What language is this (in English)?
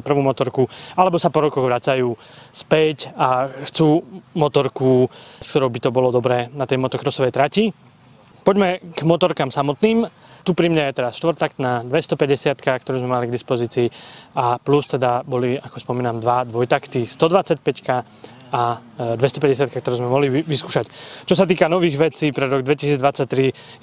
Slovak